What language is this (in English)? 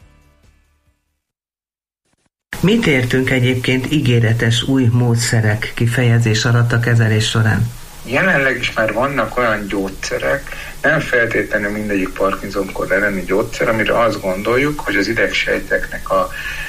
Hungarian